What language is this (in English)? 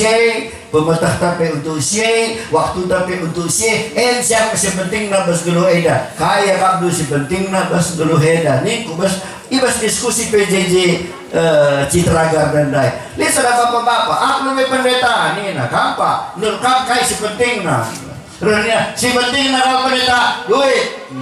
Batak Karo